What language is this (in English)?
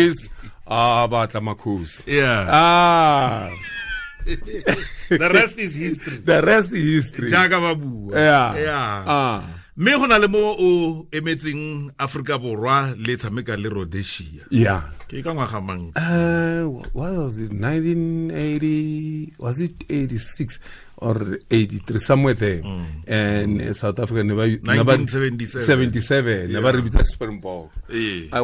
Tswana